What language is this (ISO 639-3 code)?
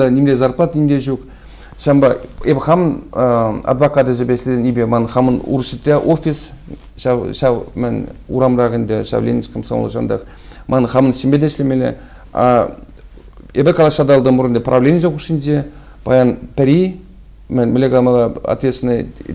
chv